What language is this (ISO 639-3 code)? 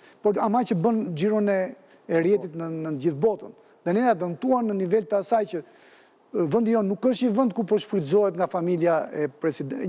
sqi